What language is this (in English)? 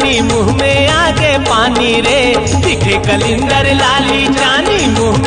Chhattisgarhi